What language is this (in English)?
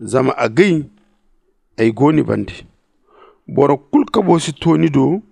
Zarma